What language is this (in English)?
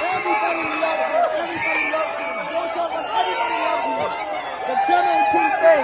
Hakha Chin